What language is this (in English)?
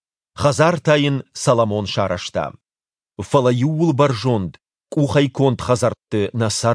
Ossetic